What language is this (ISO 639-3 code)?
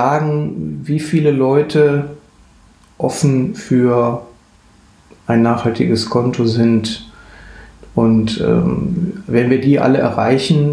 deu